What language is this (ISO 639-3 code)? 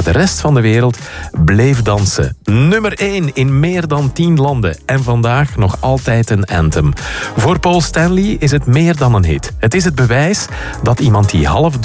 nld